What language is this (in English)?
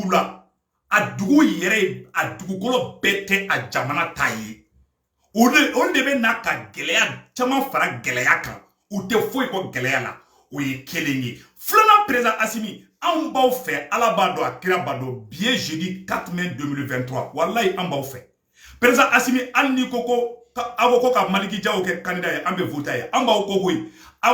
Bambara